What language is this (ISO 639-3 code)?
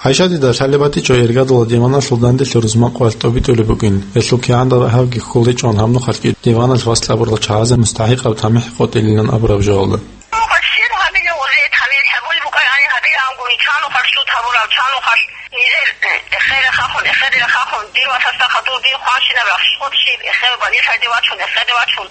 ava